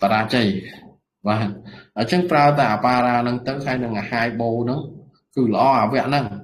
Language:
Khmer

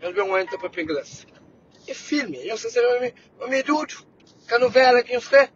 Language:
Kabuverdianu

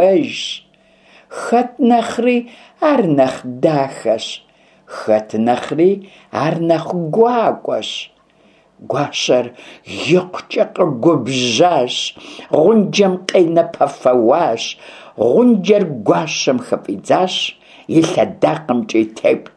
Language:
Kabardian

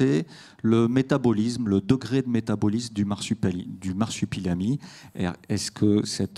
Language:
French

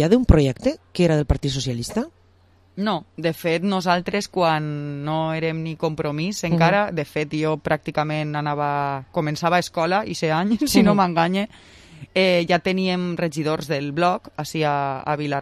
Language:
Catalan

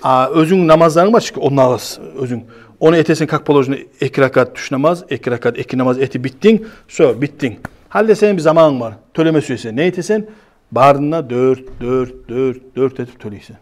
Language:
Kumyk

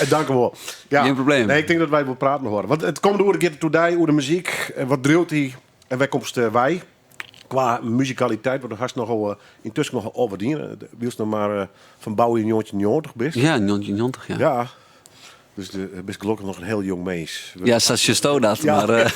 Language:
Western Frisian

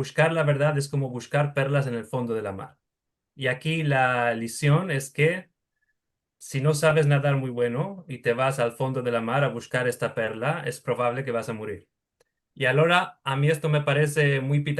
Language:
Ladino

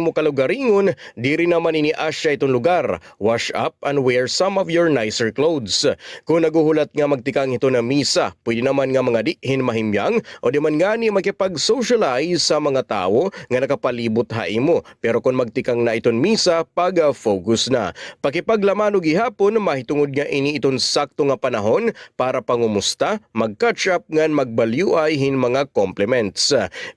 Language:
Waray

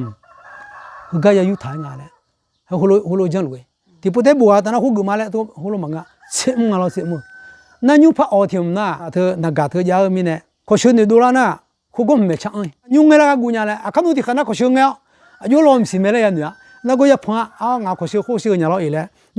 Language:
Akha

